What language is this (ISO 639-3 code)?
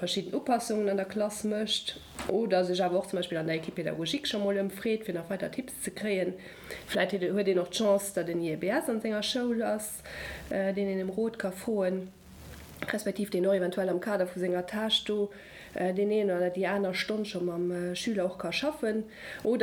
ltz